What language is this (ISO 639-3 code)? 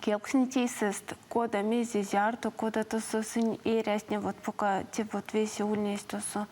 myv